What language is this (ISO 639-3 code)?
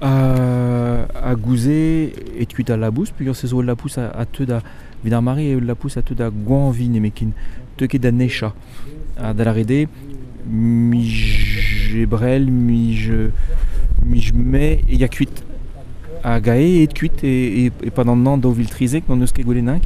bre